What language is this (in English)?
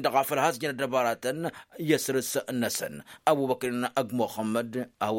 Tamasheq